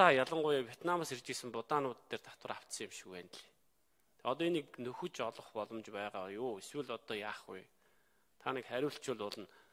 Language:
Mongolian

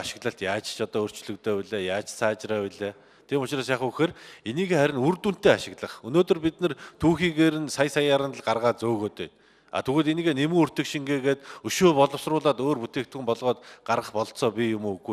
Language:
Mongolian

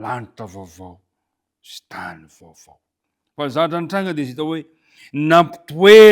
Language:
Malagasy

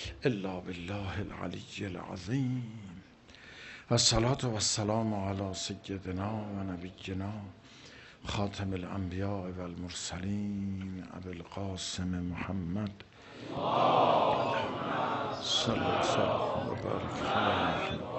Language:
Persian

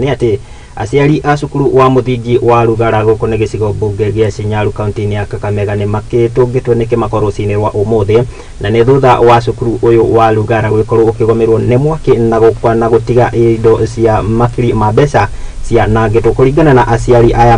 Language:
Kikuyu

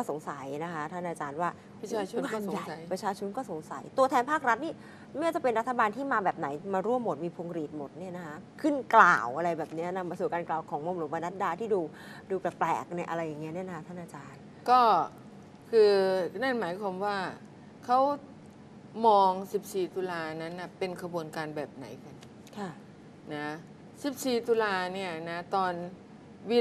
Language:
Thai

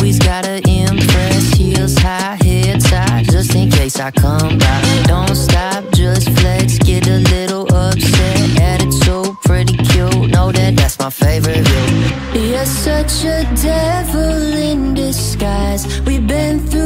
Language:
English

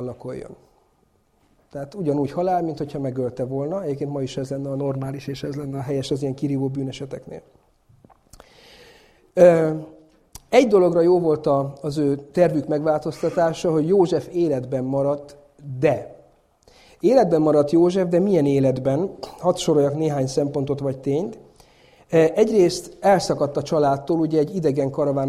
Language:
Hungarian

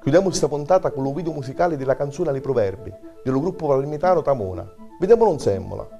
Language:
Sicilian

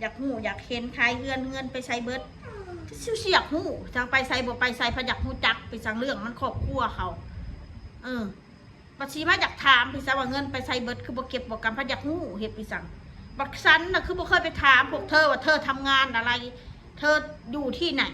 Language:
Northeastern Thai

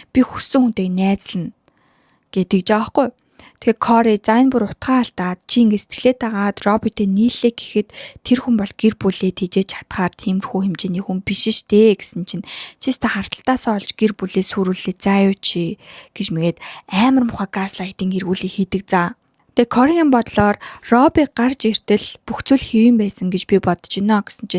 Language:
Mongolian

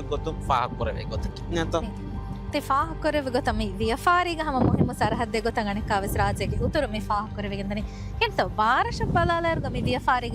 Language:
Divehi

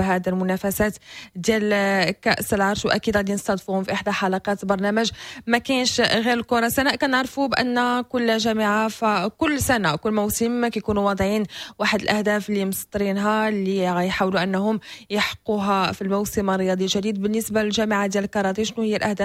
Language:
Moroccan Arabic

